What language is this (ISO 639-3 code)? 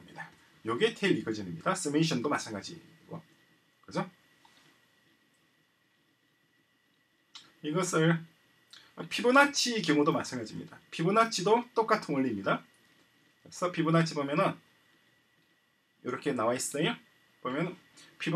kor